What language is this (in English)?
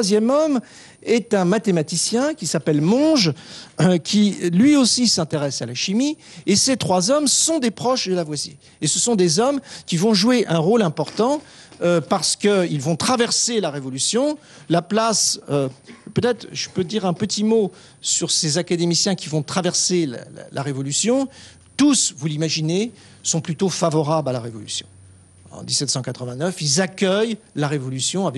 French